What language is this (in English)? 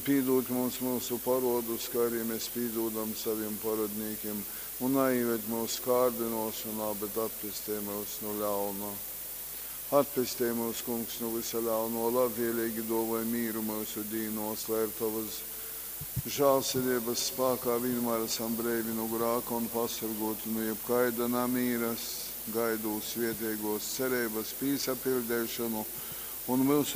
Latgalian